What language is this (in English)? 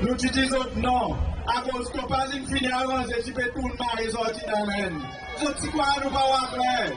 Seselwa Creole French